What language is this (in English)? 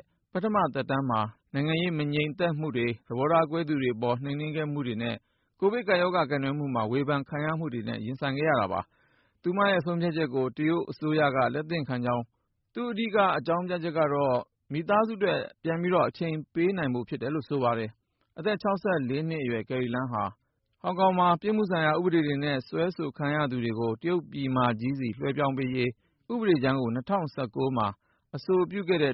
Burmese